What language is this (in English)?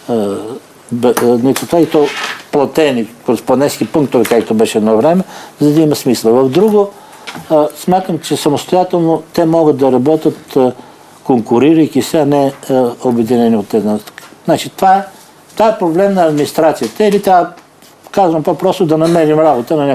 Bulgarian